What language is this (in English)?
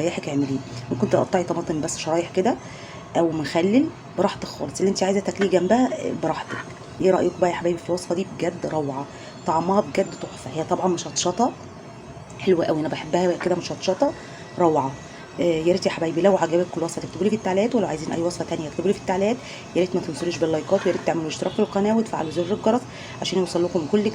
Egyptian Arabic